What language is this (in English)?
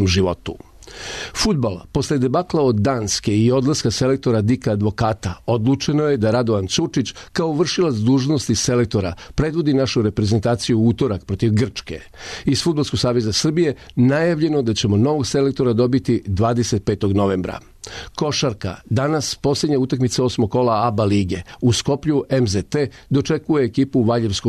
Serbian